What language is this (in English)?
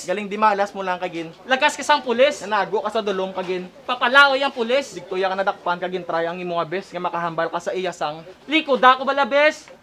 Hiligaynon